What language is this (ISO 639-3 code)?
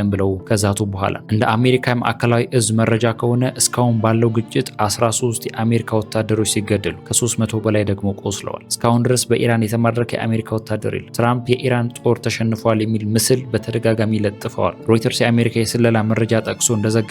amh